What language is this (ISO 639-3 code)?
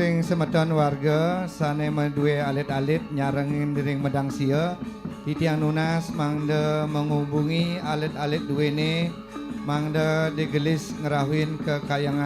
ban